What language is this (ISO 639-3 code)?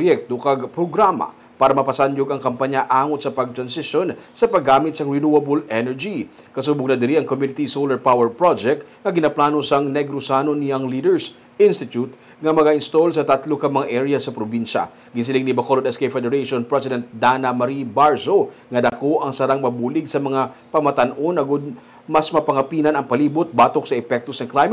hil